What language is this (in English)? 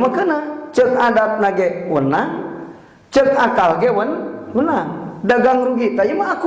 Sundanese